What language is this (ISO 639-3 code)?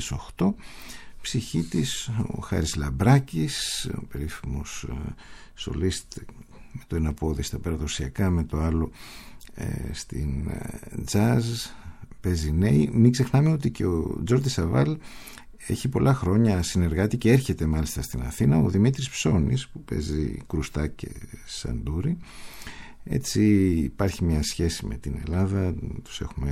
ell